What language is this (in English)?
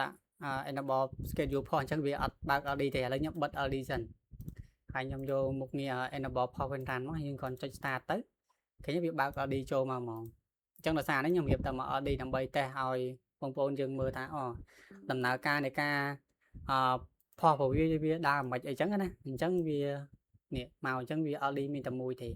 Khmer